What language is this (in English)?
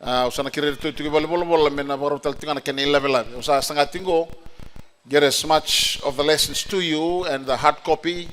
Fijian